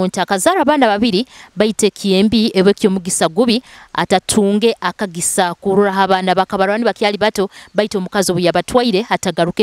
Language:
Nyoro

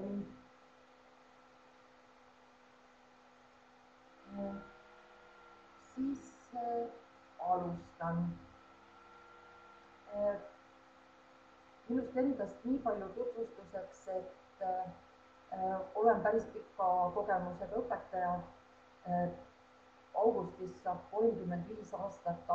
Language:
Estonian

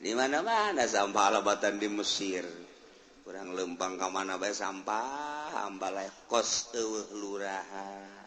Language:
Sundanese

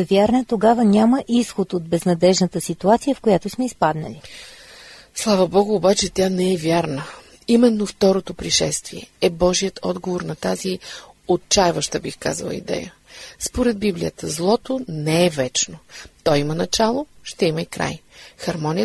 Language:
Bulgarian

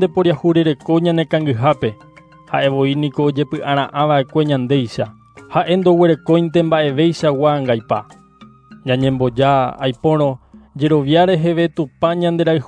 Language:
Guarani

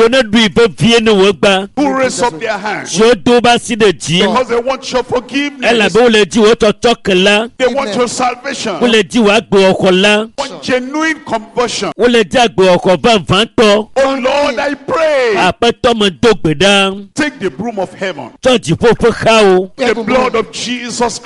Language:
Ewe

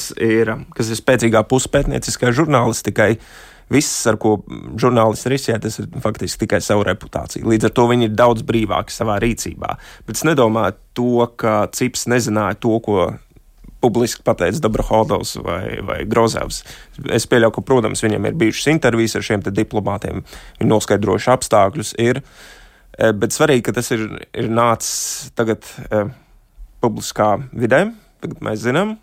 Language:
Latvian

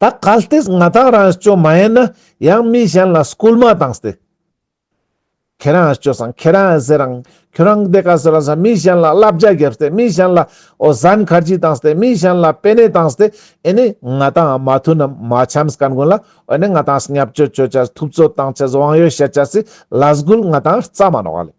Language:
Ladakhi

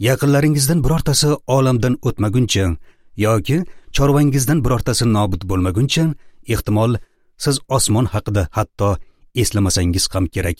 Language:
Uzbek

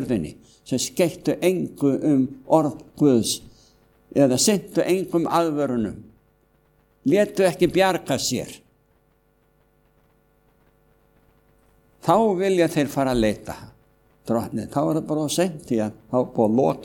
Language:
Icelandic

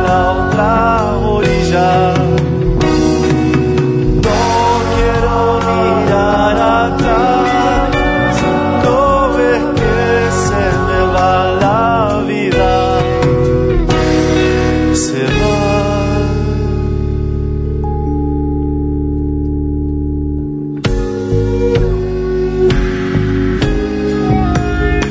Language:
Spanish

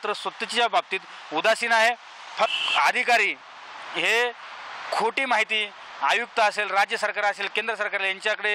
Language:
Marathi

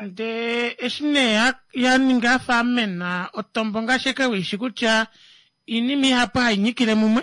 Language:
Kuanyama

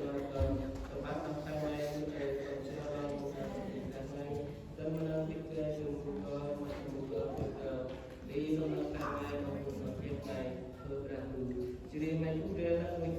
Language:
Central Mnong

